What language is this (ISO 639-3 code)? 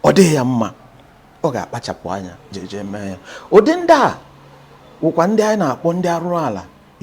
ibo